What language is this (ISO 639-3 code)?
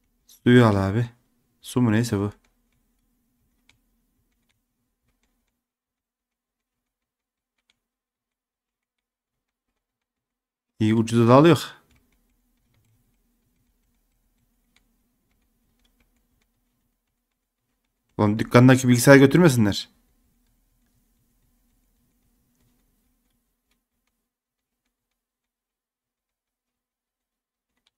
tur